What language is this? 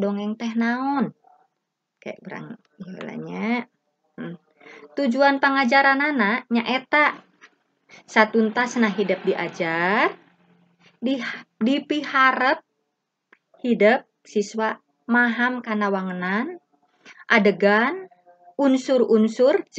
Sundanese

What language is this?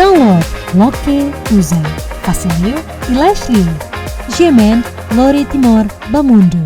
Tetum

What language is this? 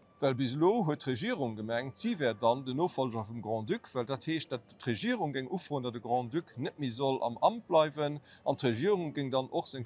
Luxembourgish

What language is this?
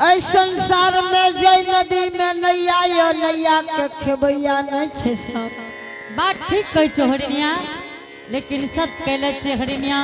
Angika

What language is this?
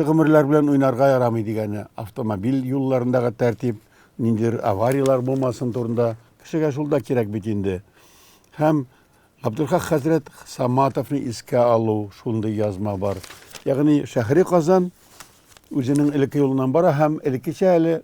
Tatar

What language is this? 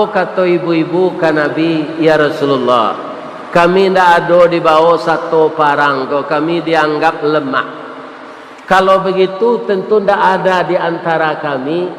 Minangkabau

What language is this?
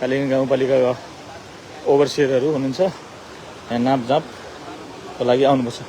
Nepali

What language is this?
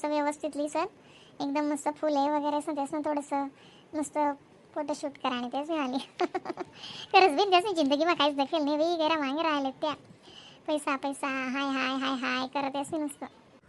Khandesi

